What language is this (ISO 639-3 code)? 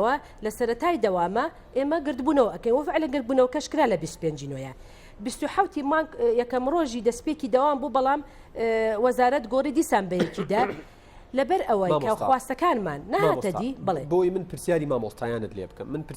ckb